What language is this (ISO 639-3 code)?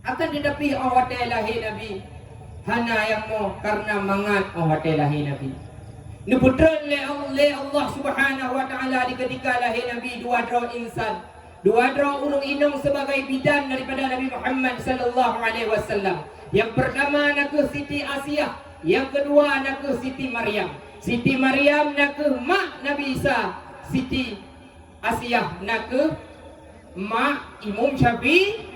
ace